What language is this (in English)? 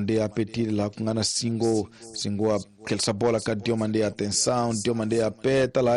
Tsonga